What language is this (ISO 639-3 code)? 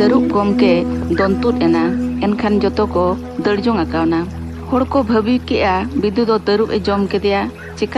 sat